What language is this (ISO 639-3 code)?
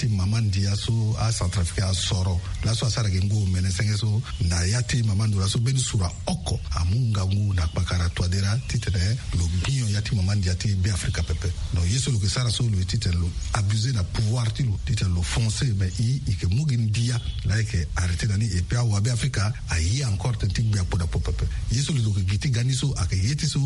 sag